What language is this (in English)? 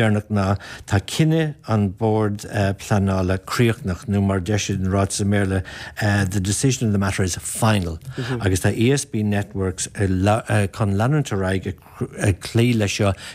Irish